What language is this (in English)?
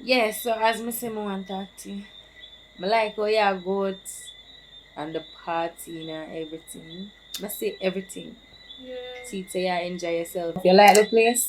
Jamaican Creole English